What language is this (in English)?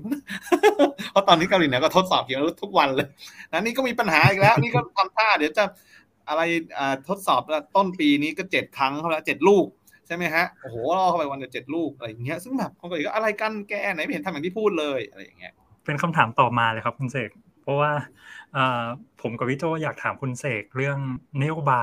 Thai